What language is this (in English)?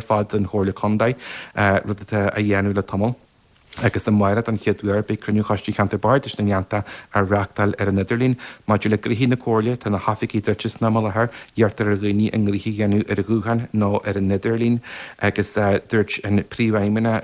Irish